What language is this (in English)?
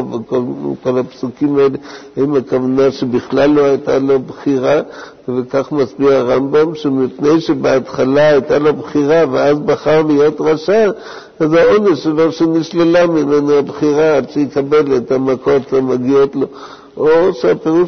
Hebrew